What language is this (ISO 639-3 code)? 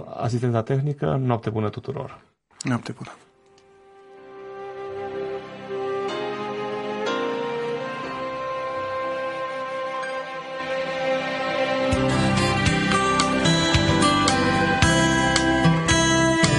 ron